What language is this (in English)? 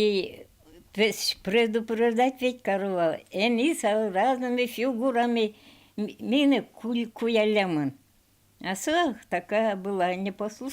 Udmurt